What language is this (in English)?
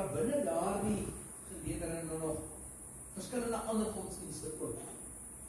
Afrikaans